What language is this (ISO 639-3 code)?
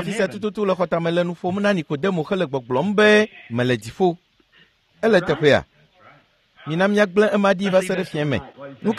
ewe